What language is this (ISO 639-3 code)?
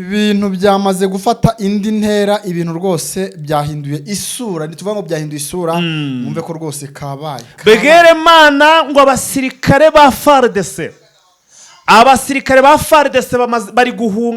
kin